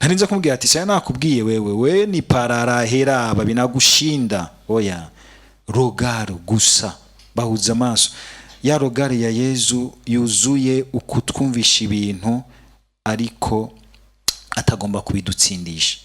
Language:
Rundi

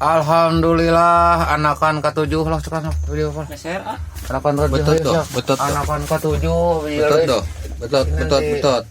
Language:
Sundanese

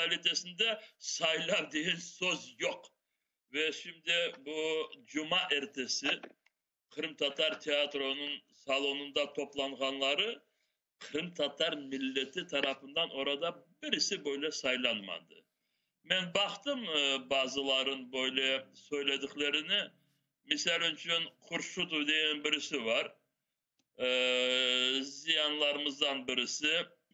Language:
Crimean Tatar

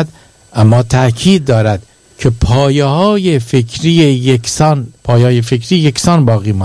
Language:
Persian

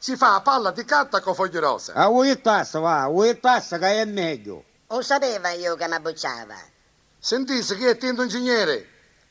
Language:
Neapolitan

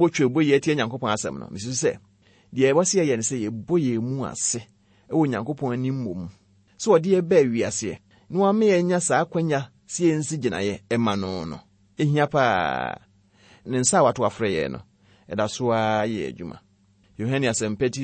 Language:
Akan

